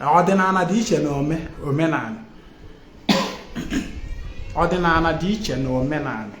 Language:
Igbo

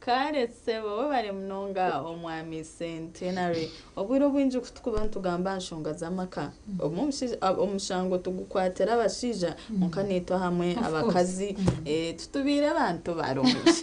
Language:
Nyankole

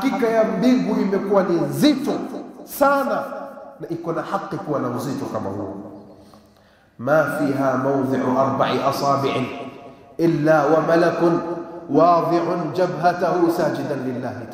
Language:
Swahili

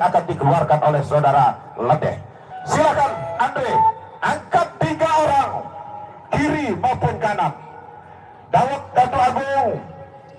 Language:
Sasak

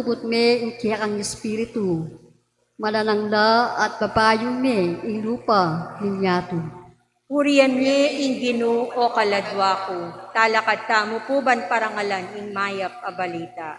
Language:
Pampanga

